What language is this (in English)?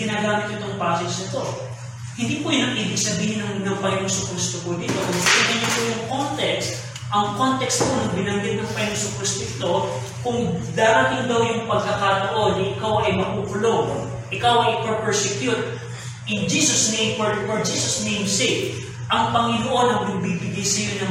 Filipino